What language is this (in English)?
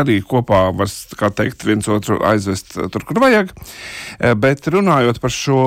Latvian